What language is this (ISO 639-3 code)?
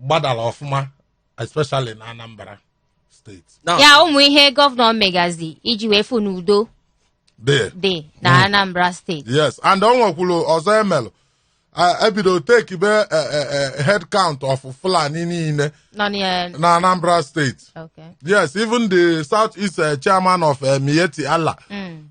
ibo